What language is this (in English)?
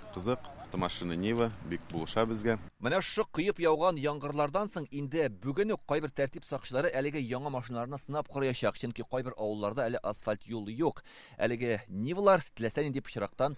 Tatar